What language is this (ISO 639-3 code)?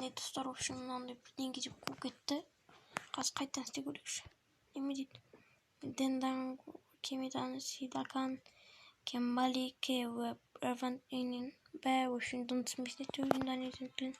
kaz